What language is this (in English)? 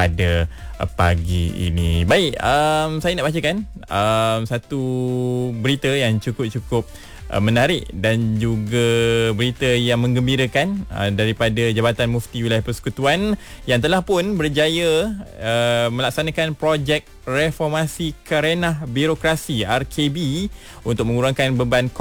Malay